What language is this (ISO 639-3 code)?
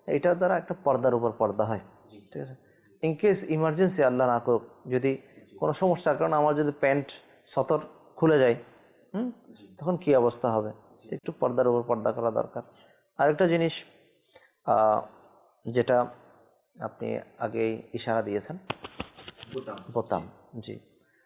ben